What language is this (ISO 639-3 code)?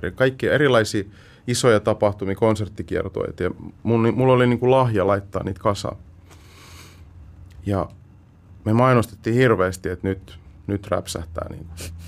fin